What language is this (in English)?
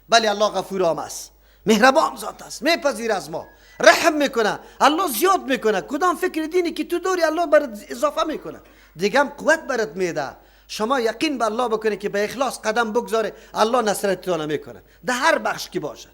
Persian